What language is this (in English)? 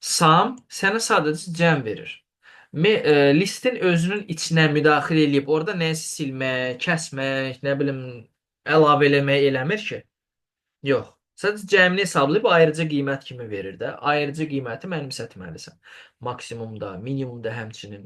Azerbaijani